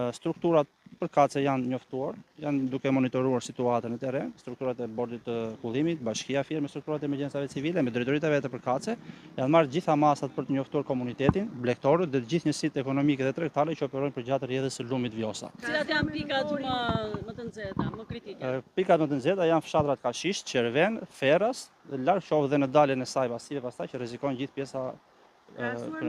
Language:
Albanian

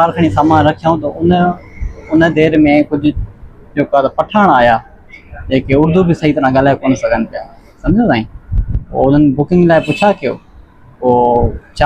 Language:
Sindhi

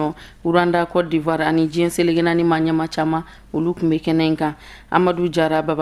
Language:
Bambara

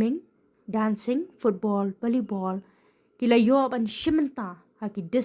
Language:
Khasi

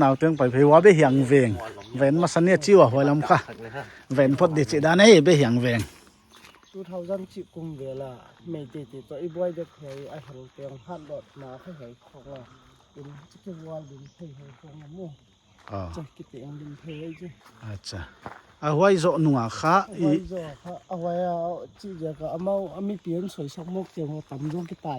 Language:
Paite Chin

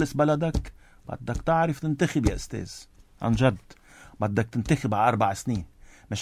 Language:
North Levantine Arabic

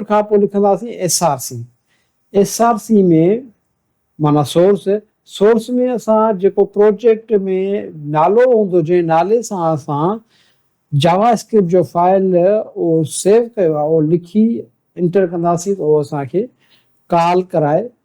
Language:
Sindhi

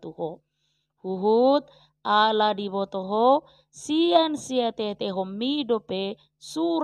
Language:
Batak Toba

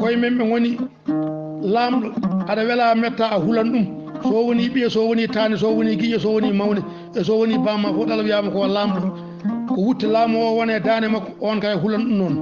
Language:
Fula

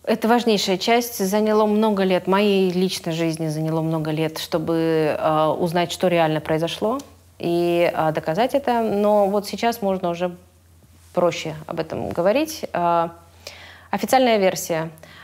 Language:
Russian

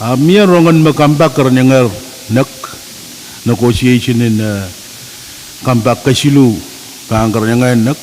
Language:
Pohnpeian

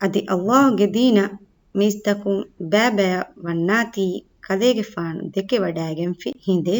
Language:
Divehi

